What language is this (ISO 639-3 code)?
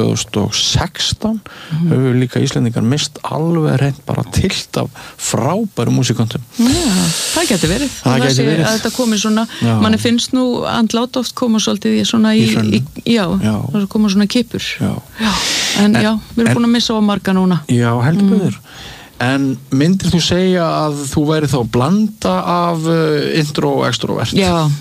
isl